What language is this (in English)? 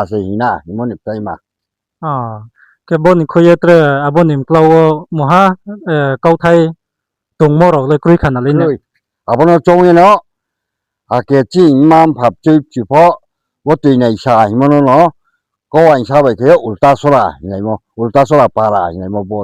Riang (India)